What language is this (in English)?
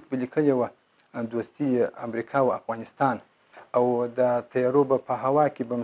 Pashto